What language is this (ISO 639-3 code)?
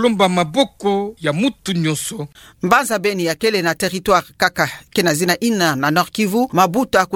ktu